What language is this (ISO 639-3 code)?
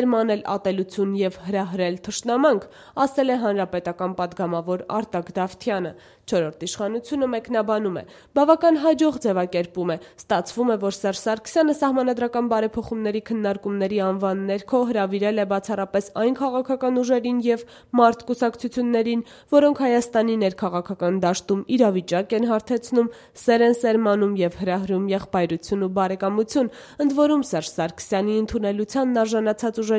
hye